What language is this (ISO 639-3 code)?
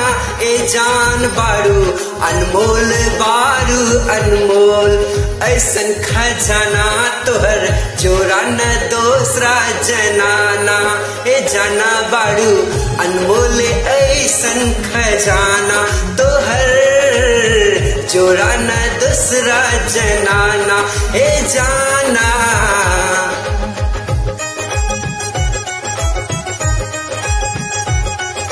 bho